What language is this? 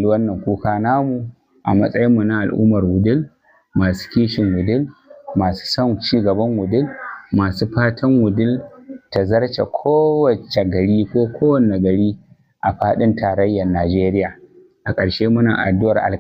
Hausa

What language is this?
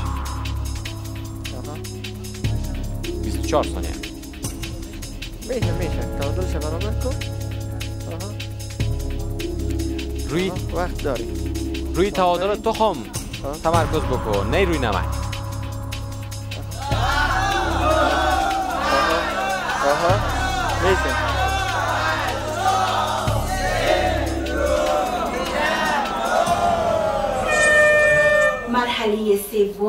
Persian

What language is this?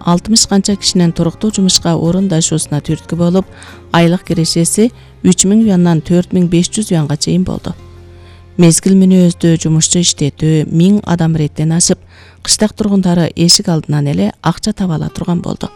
Kyrgyz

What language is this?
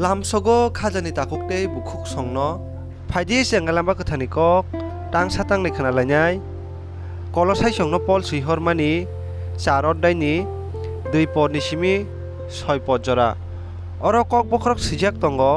Kok Borok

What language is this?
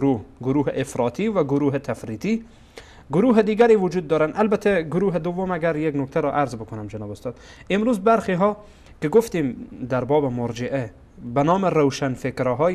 Persian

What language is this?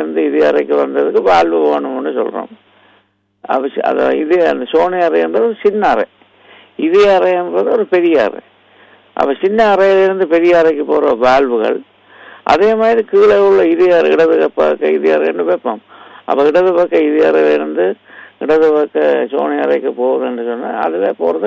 Tamil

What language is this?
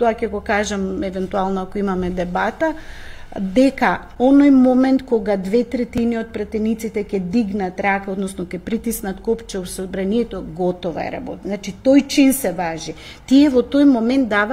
Macedonian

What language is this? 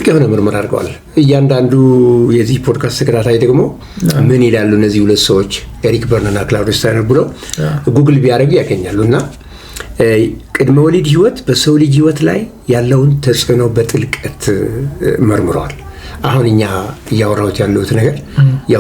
Amharic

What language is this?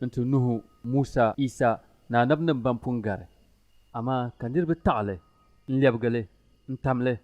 Dagbani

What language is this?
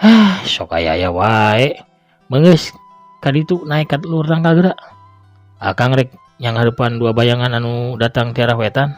Sundanese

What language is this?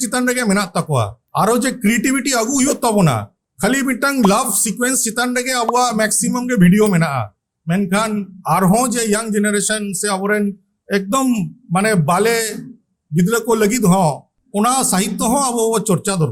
Santali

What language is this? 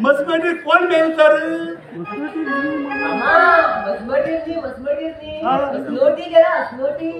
Konkani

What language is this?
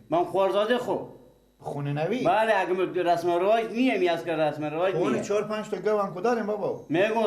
Persian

